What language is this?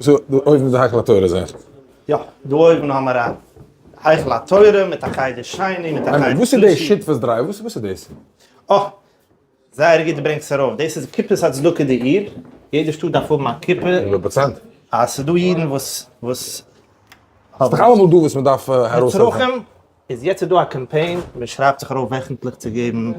Yiddish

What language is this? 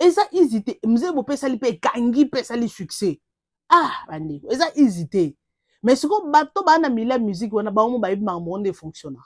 Lingala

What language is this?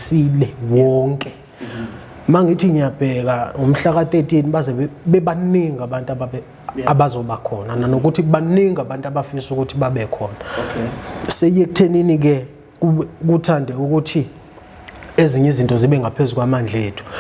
Zulu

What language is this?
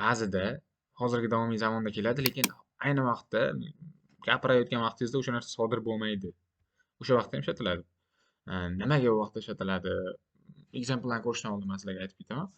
Uzbek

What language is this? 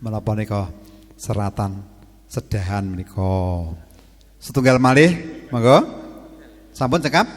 Javanese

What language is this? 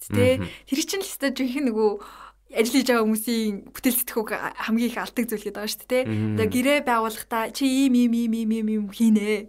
Mongolian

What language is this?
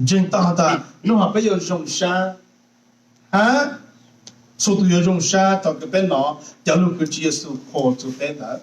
Hmong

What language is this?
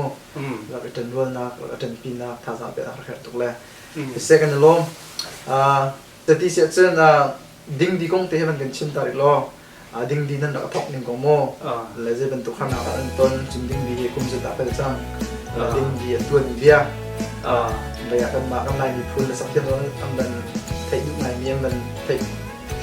Hakha Chin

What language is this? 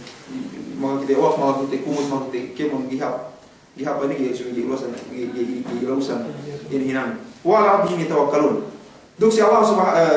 Yakan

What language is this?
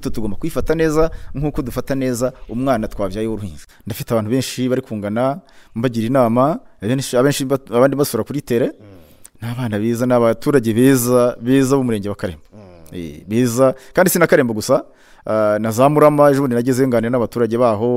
Kinyarwanda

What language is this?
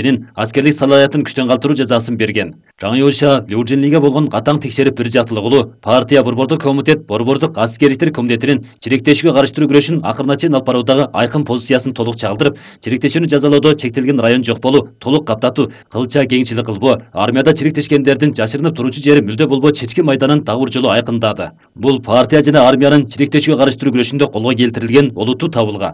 Kyrgyz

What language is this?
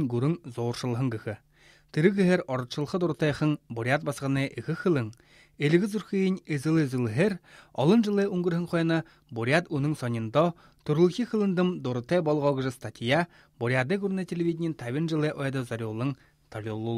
Buriat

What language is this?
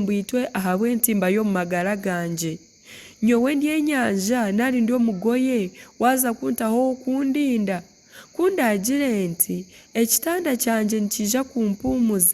Nyankole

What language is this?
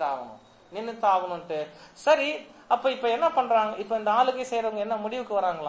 Tamil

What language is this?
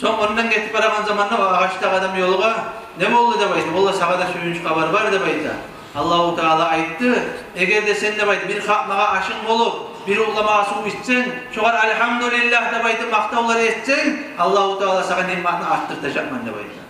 Kumyk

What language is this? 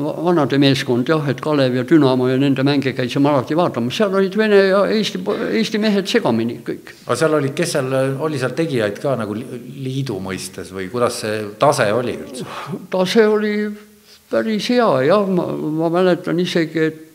Estonian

